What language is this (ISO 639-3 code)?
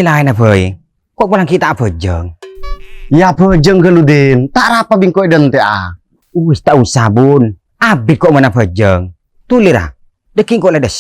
mad